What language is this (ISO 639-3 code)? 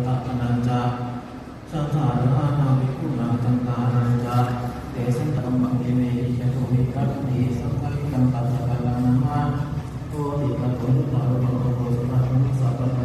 pli